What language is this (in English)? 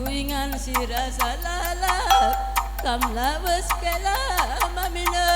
Batak Karo